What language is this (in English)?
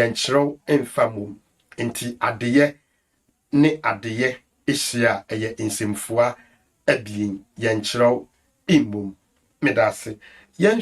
Akan